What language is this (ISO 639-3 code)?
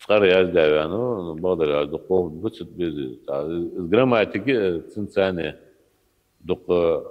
inh